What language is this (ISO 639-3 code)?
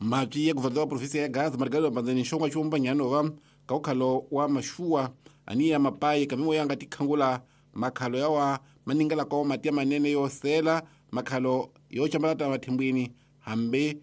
tso